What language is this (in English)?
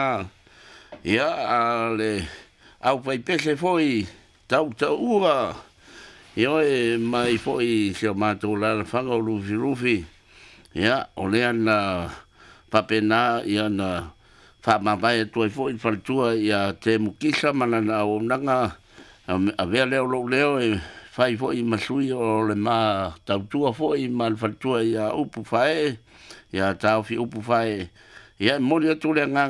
Samoan